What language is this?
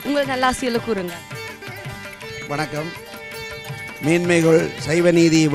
Tamil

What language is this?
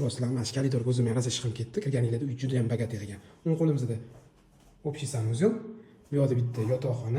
Uzbek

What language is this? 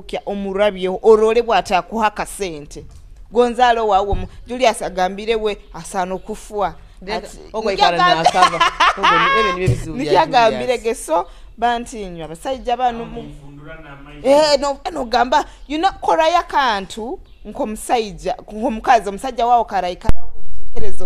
Nyoro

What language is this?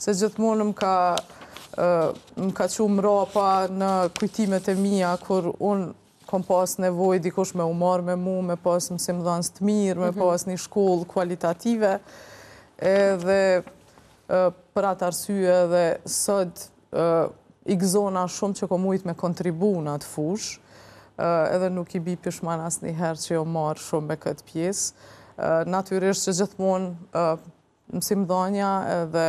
Albanian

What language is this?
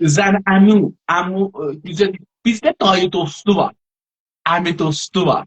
South Azerbaijani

